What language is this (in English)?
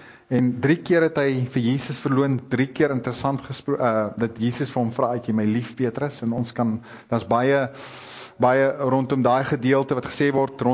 Afrikaans